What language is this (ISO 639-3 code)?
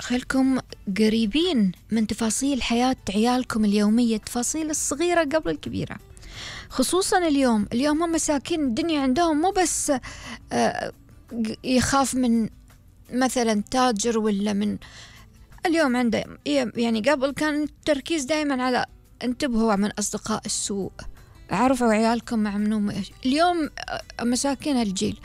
afb